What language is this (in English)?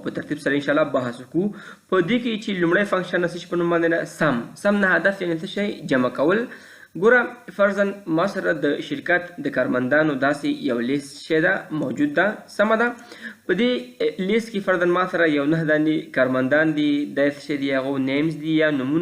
Pashto